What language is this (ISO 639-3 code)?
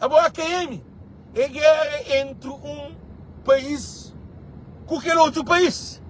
kea